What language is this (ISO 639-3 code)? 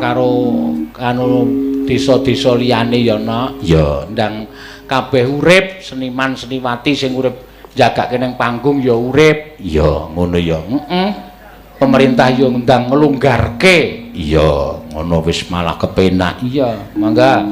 jav